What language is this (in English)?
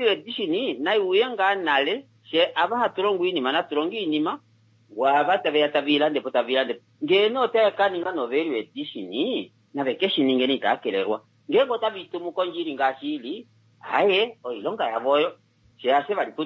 Kuanyama